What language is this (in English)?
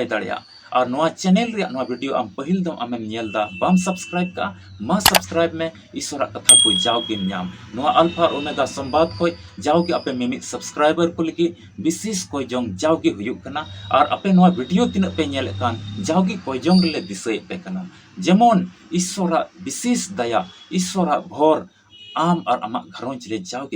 Santali